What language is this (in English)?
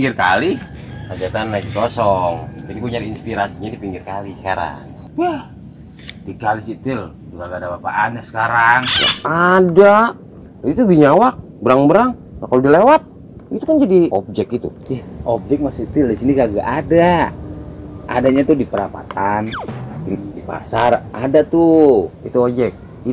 Betawi